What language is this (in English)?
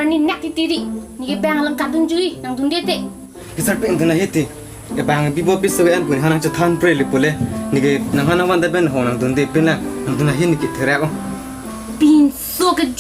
Karbi